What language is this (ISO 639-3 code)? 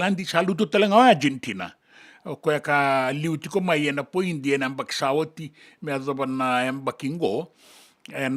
fij